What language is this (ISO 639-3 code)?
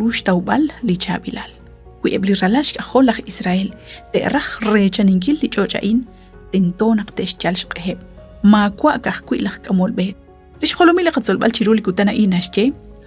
kek